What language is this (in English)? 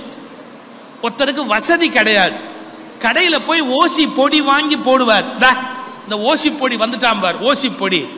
Tamil